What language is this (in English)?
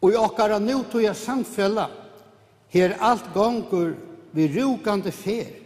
Faroese